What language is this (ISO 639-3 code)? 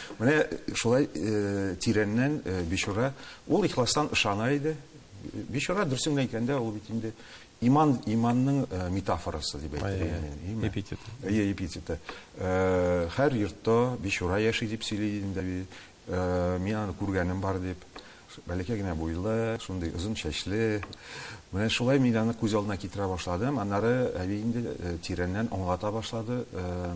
tat